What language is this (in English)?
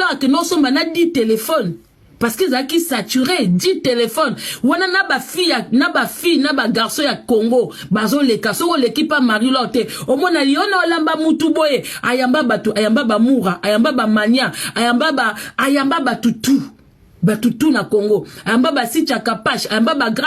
Lingala